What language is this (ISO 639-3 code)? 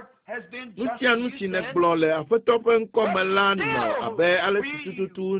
ewe